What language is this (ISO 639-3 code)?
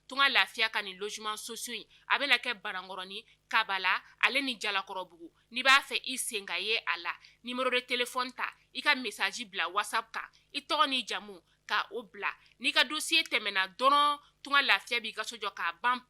bam